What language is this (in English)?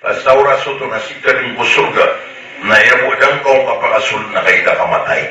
Maranao